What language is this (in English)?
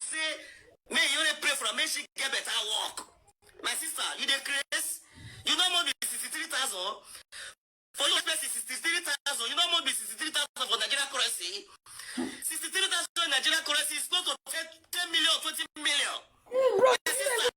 Nigerian Pidgin